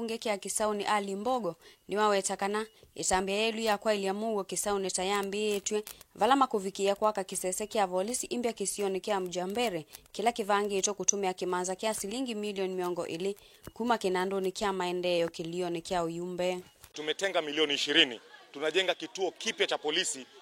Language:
Kamba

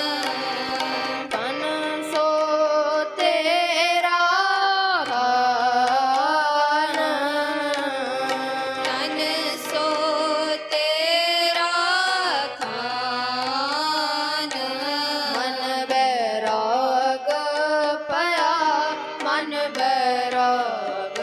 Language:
Punjabi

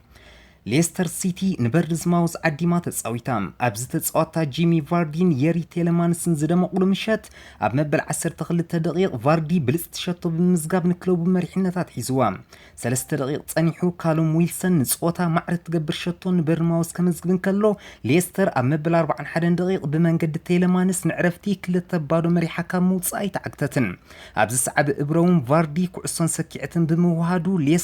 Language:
Tigrinya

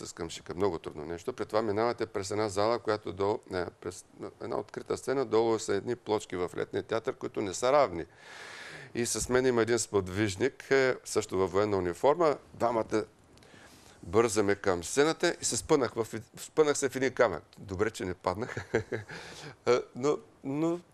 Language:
Bulgarian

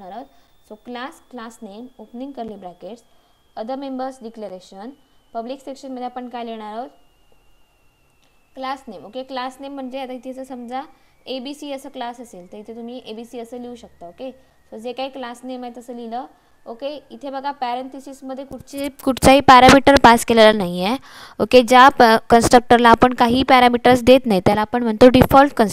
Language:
Marathi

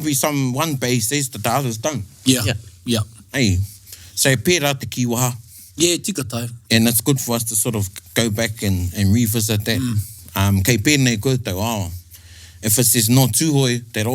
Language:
Māori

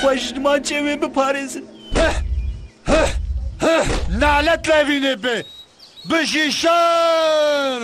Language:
Kurdish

